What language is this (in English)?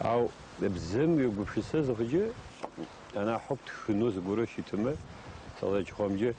Adyghe